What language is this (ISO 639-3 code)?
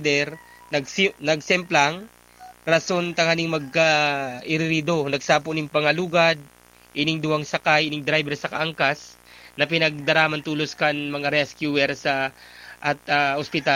bik